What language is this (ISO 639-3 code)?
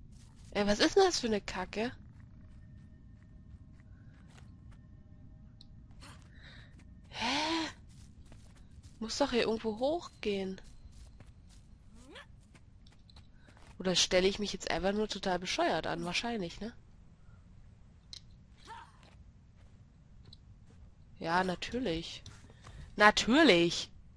deu